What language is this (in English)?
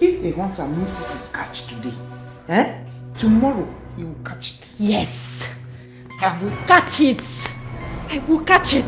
Nigerian Pidgin